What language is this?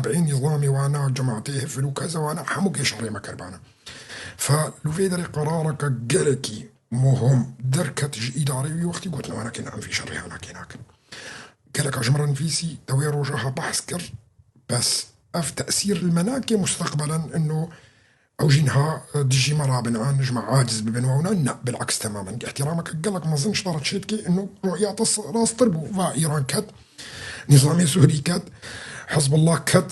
Kurdish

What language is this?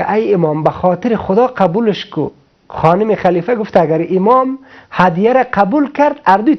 Persian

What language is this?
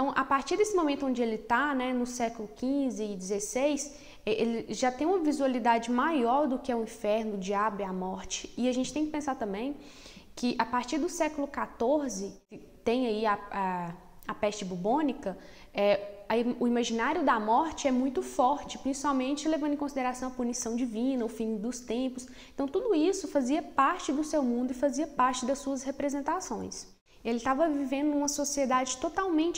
Portuguese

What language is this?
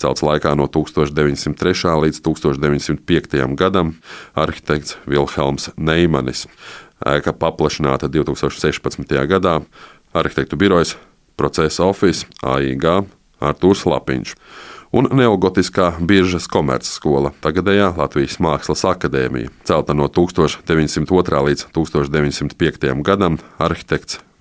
Latvian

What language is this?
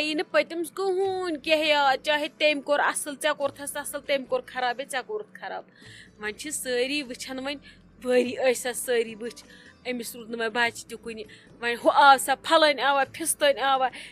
Kashmiri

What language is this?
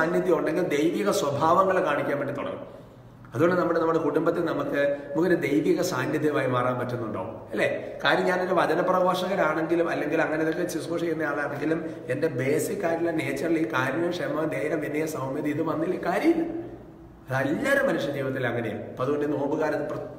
Malayalam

